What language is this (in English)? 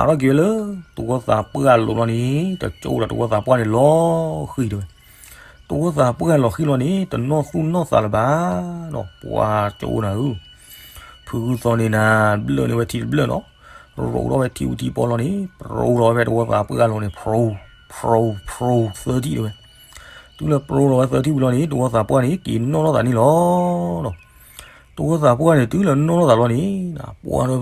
S'gaw Karen